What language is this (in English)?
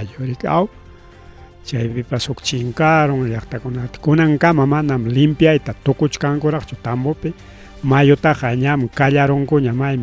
Ayacucho Quechua